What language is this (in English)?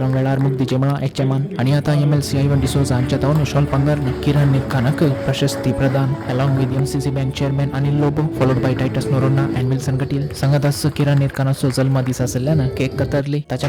Konkani